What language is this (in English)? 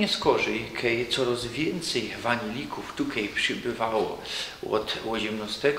Silesian